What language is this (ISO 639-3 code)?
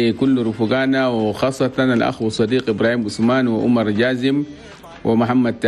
shu